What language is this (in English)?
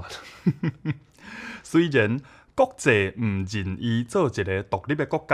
Min Nan Chinese